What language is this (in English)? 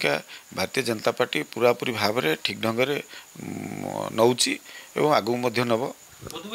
Odia